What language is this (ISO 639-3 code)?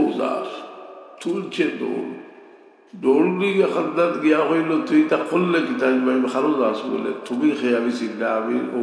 syl